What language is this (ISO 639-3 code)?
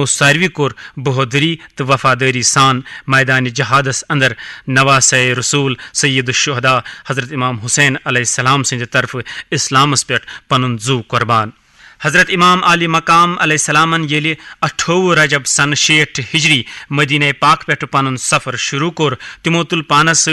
kas